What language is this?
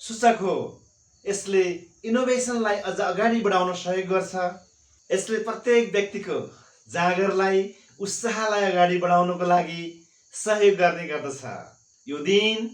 Nepali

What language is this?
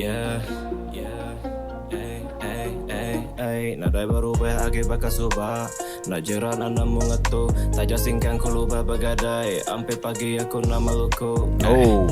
Iban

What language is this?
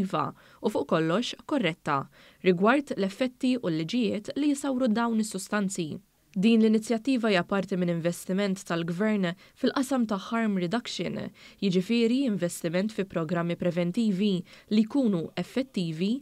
Maltese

